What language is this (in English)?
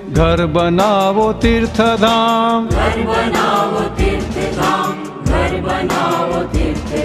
Gujarati